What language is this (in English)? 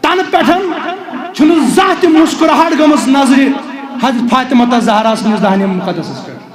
Kashmiri